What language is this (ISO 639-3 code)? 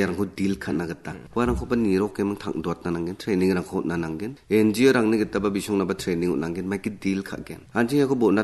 grt